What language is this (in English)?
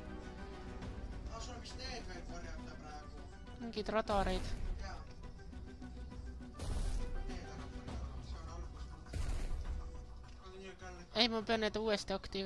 Estonian